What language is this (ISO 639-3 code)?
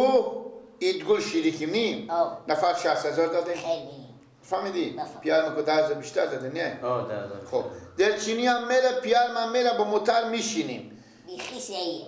fas